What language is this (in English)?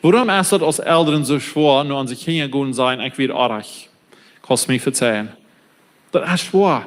Plautdietsch